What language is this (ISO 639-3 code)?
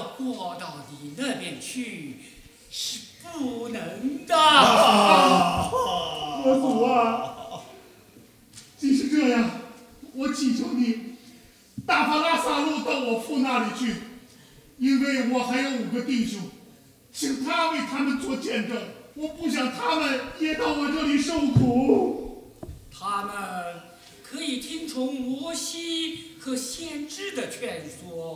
zho